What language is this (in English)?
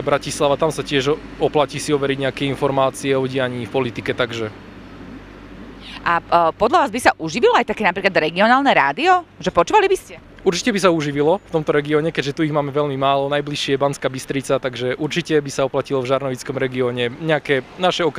Slovak